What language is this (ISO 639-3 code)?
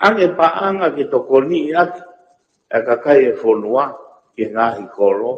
ton